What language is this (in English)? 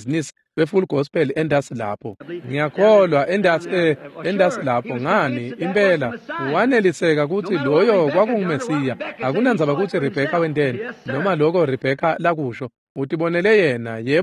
Swati